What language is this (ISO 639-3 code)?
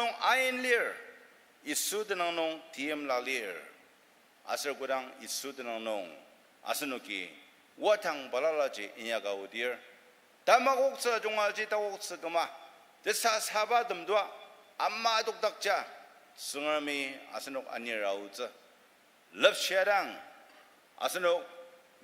njo